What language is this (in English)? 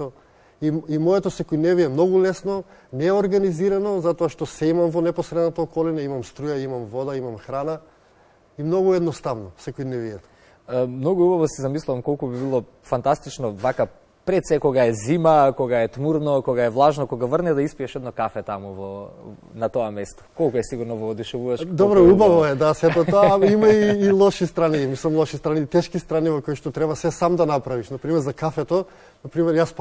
Macedonian